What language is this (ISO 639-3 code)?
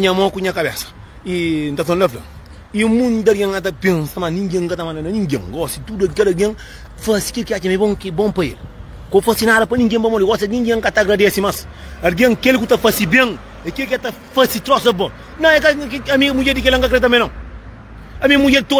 kea